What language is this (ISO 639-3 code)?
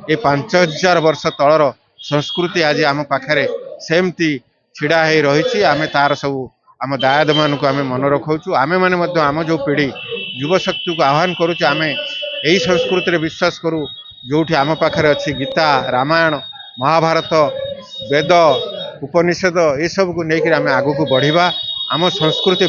ori